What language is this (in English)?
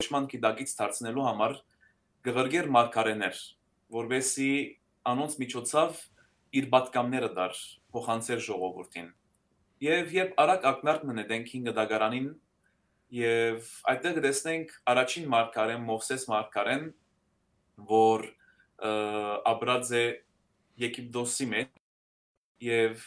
Western Armenian